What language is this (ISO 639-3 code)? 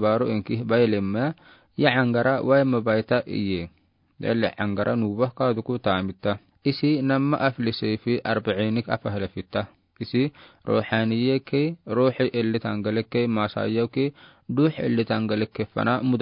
aar